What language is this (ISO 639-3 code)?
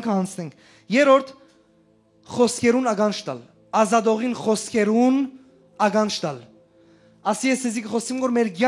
hyw